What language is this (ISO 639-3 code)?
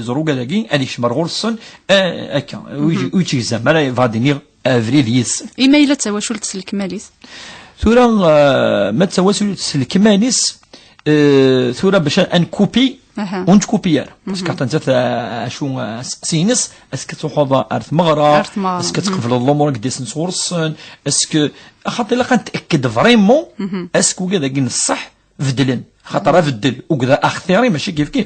kab